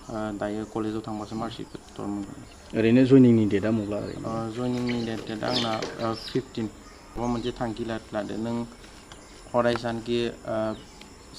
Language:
Bodo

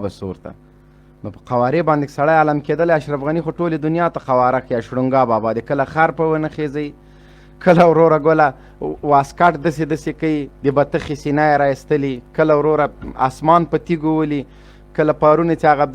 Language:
Pashto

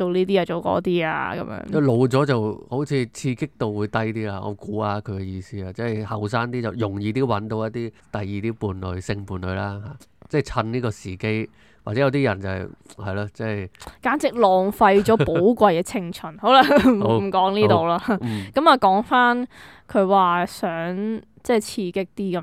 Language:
Cantonese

